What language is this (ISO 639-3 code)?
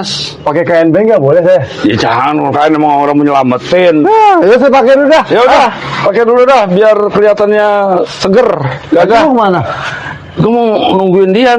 bew